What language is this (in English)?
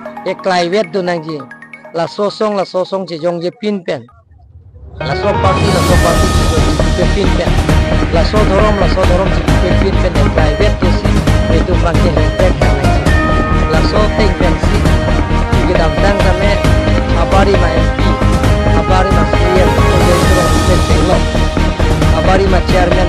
Karbi